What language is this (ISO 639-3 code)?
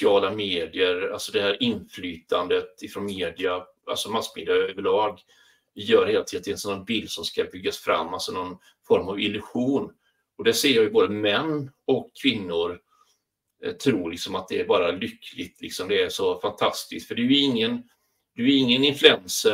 swe